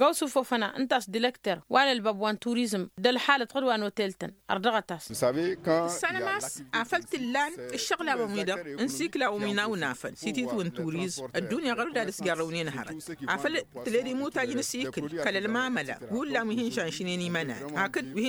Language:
Tamasheq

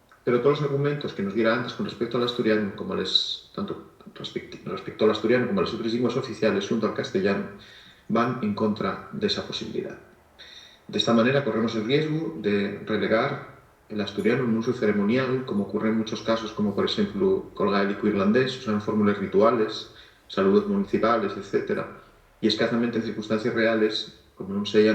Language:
Asturian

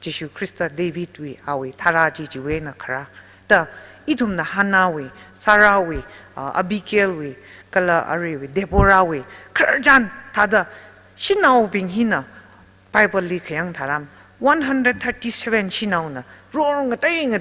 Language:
Tangkhul Naga (India)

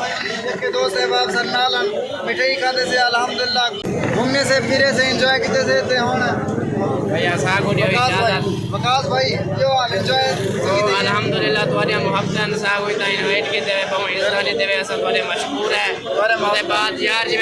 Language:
Saraiki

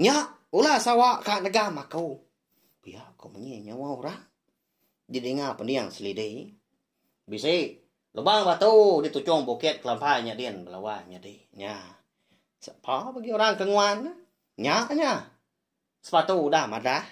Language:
Iban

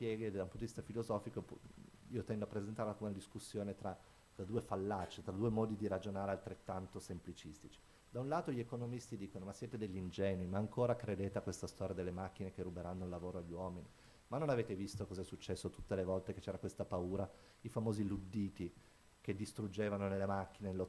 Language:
Italian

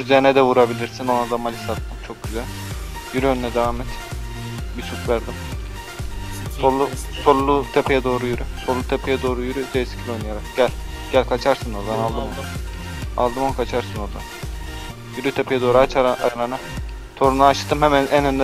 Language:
Turkish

